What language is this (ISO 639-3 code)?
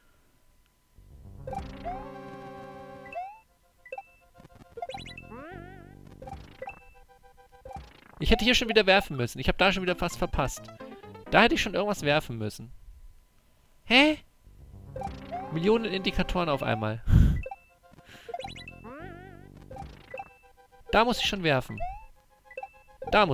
deu